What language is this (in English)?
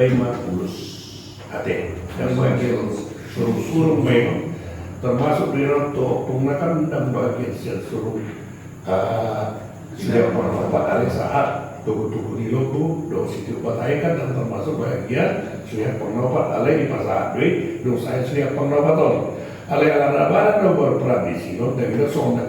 Batak Toba